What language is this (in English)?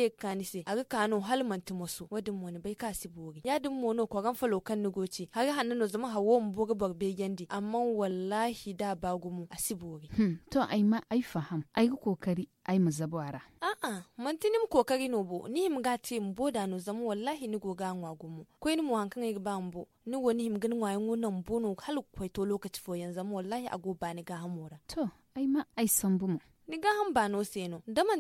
Zarma